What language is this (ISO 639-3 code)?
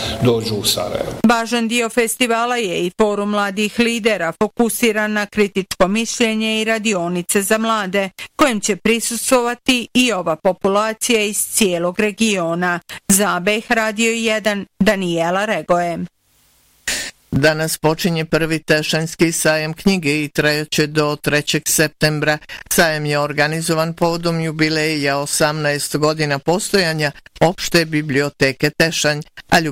bos